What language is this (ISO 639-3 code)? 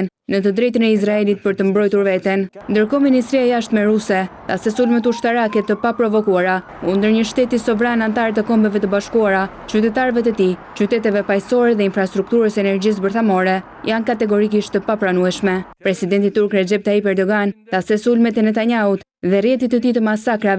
sqi